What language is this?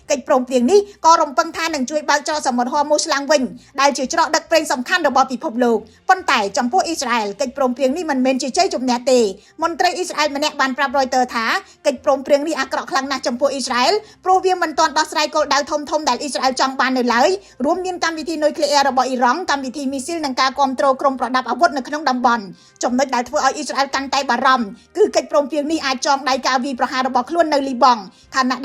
Khmer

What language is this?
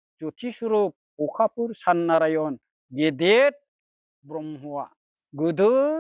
Bodo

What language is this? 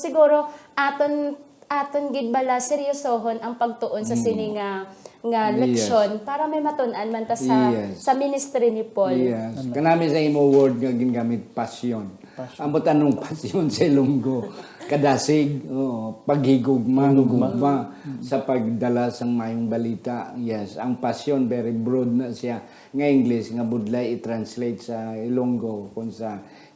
Hiligaynon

